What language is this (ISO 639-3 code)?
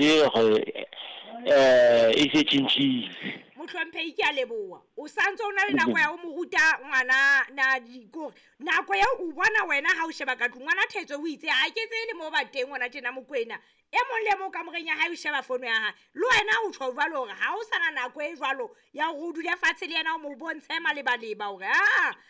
sot